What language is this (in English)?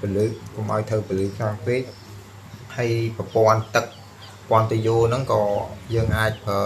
Khmer